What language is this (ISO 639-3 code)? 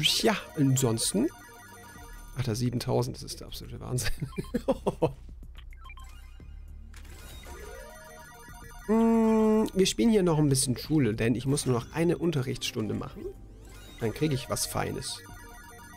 deu